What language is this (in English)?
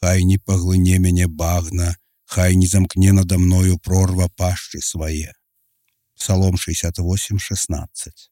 Belarusian